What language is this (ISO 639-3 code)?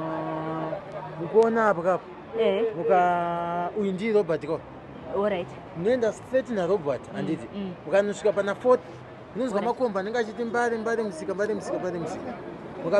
sna